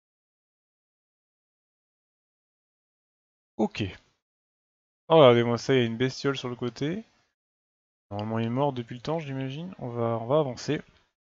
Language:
French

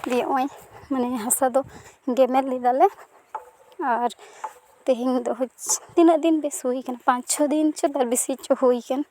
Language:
Santali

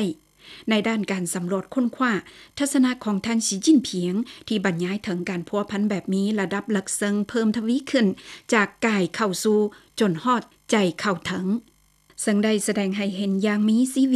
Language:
Lao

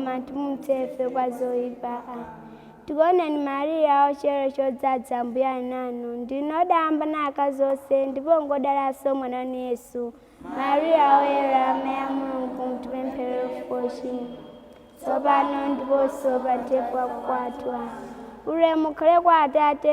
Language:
Nyanja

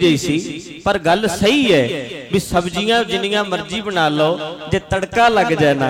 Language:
Punjabi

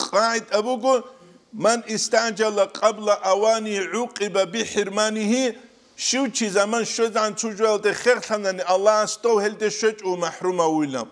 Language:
Avaric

